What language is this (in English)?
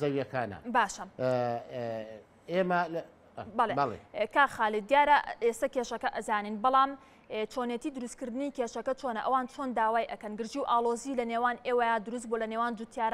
Central Kurdish